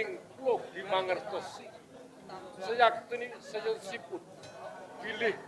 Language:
Javanese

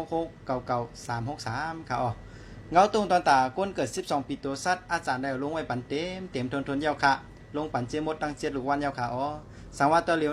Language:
Shan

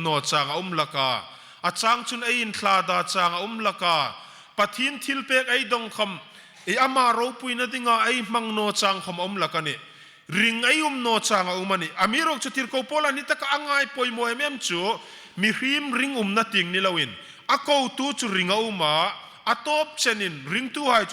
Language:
Hmar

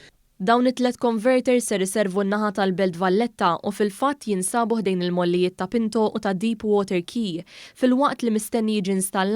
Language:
Maltese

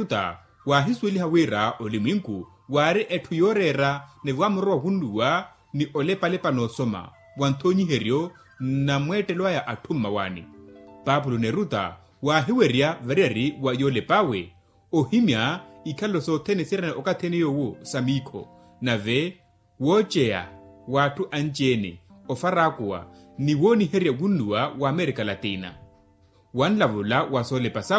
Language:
Makhuwa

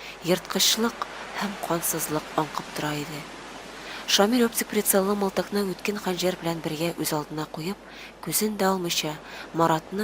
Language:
Tatar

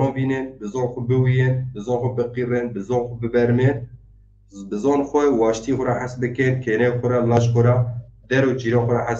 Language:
Zaza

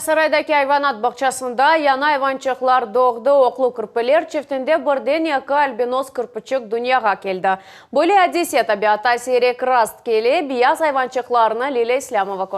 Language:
Crimean Tatar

